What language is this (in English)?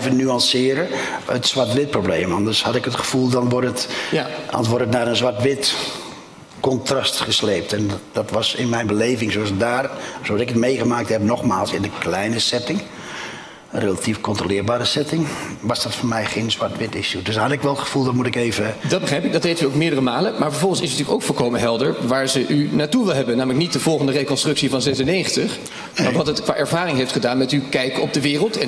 Dutch